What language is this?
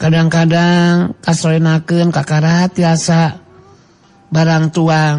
Sundanese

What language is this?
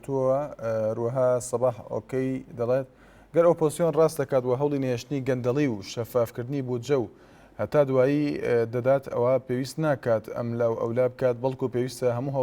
Central Kurdish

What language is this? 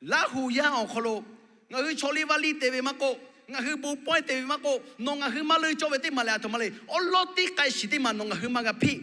Lahu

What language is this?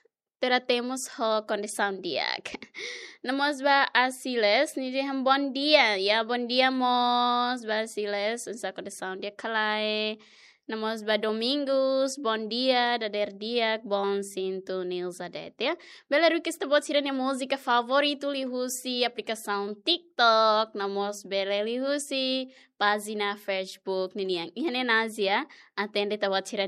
Tetum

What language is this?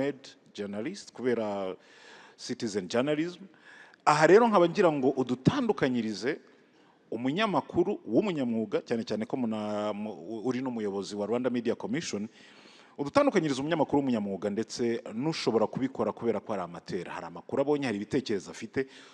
Kinyarwanda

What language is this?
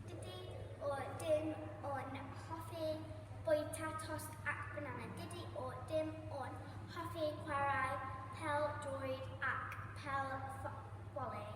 Welsh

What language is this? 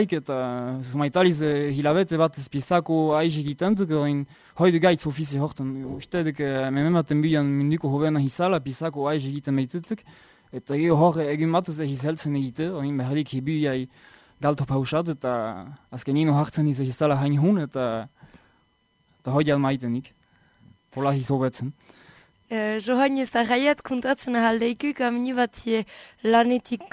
Basque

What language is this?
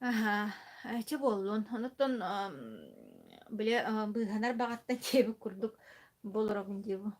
Yakut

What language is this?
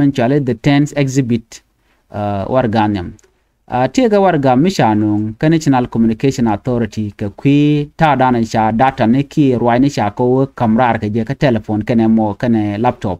Nuer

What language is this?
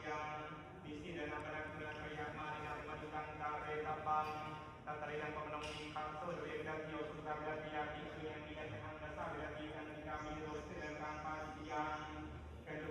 Pali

